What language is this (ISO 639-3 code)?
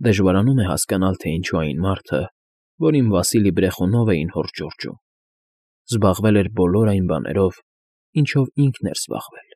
hye